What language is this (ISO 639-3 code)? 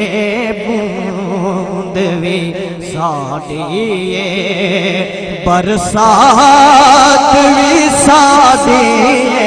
skr